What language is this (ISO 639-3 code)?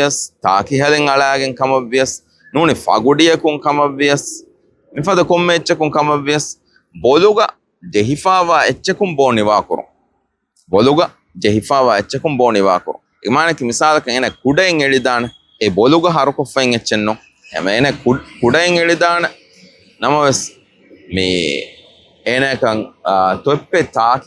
div